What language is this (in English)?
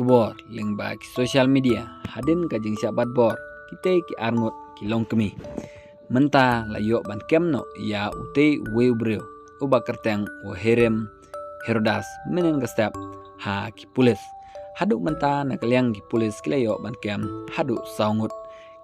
Khasi